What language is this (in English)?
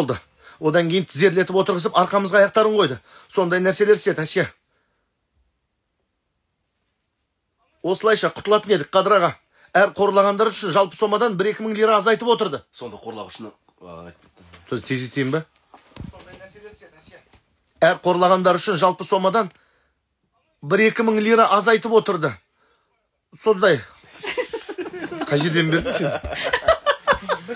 Kazakh